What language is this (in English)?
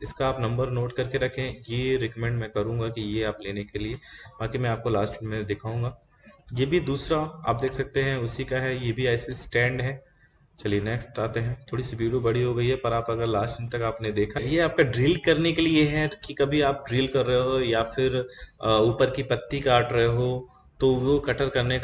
Hindi